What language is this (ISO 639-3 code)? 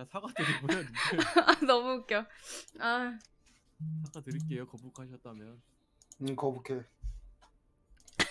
kor